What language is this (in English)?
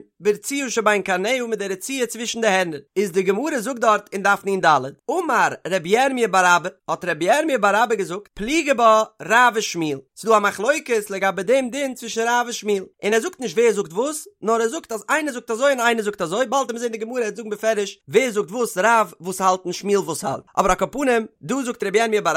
Yiddish